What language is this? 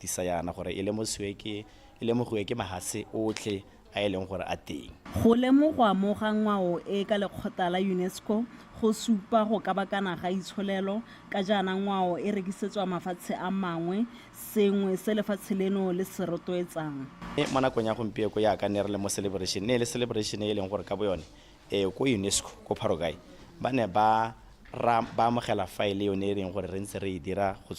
Tswana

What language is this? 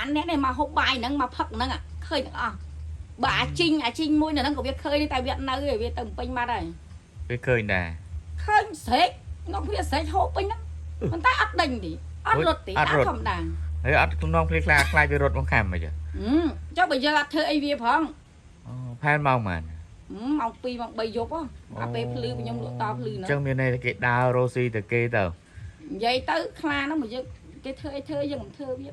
Khmer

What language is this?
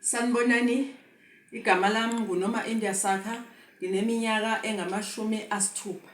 Zulu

